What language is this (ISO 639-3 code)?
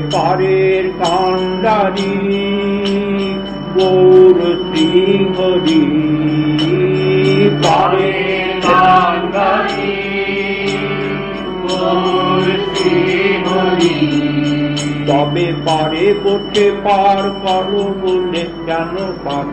ben